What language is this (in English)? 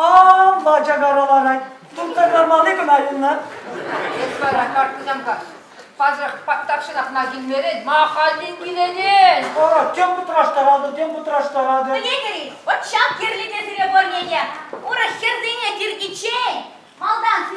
Chuvash